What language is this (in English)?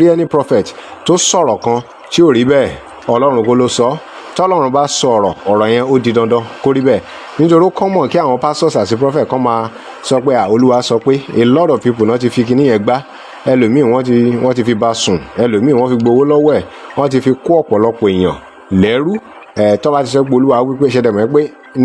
Yoruba